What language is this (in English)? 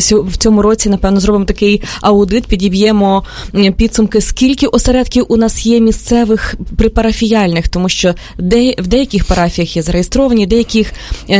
Ukrainian